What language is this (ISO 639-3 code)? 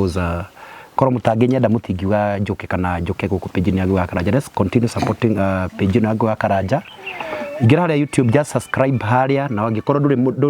kik